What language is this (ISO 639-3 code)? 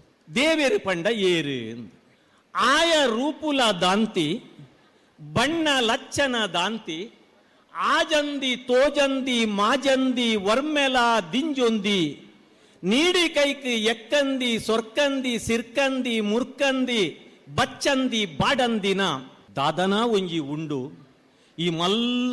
tcy